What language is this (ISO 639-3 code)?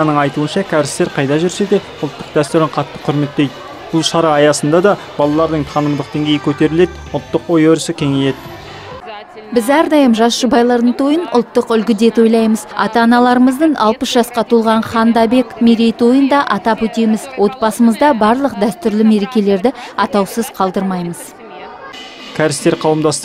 kaz